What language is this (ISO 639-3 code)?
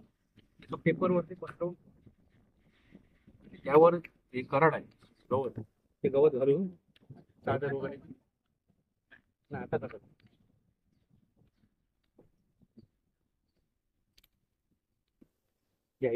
mar